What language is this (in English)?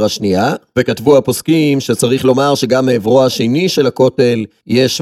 Hebrew